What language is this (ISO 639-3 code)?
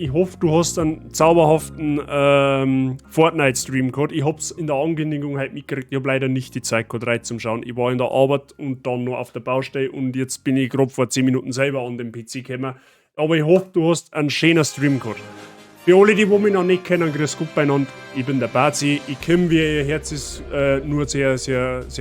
bar